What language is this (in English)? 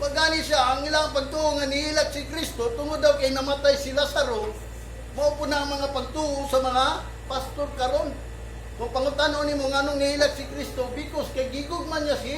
Cebuano